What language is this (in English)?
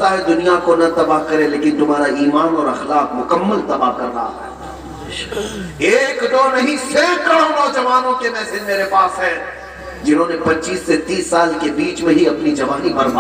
Urdu